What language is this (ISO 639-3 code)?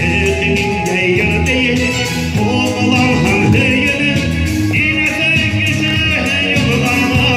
bak